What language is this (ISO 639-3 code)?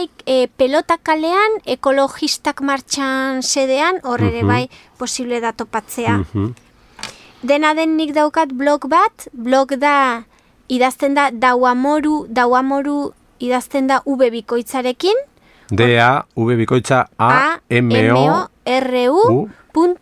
eus